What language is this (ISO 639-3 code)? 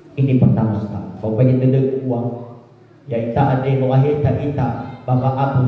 nia